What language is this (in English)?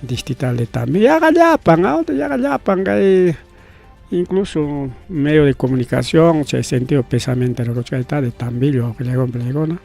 Ayacucho Quechua